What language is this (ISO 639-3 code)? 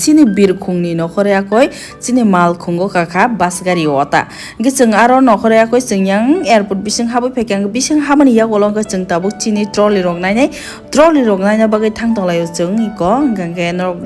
trp